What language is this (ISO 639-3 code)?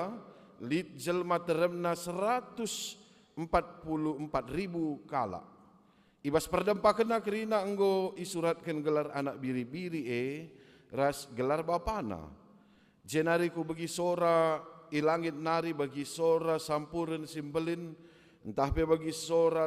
btx